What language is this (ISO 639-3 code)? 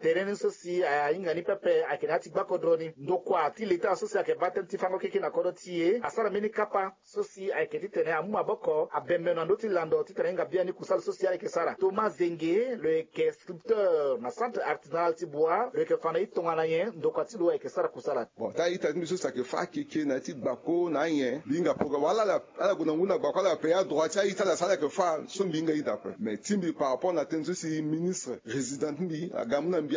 sag